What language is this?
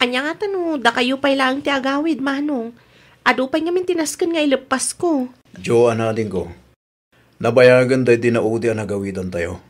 Iloko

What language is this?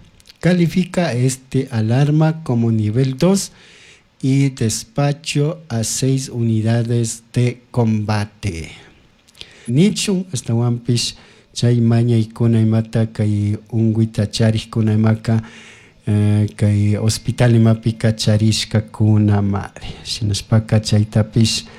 Chimborazo Highland Quichua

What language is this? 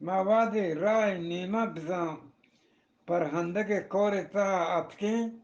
Eastern Balochi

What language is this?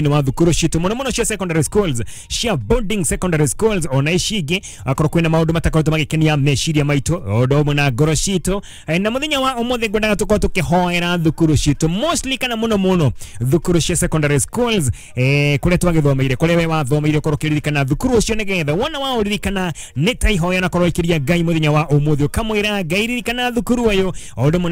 Kikuyu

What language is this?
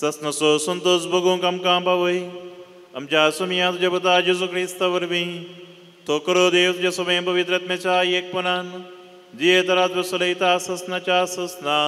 Konkani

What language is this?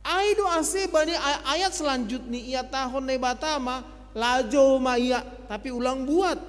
Batak Simalungun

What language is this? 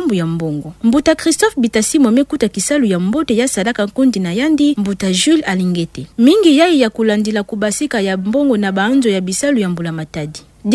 Kituba (Democratic Republic of Congo)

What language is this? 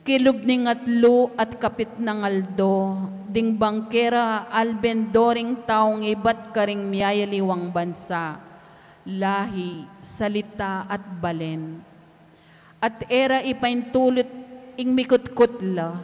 Pampanga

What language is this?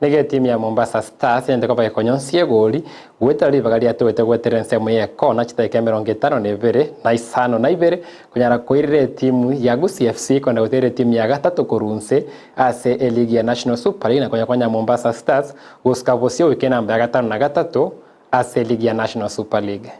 Gusii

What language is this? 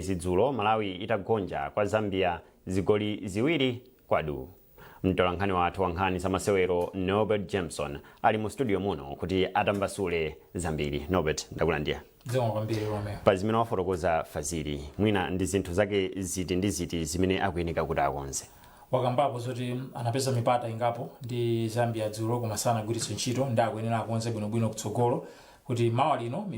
Nyanja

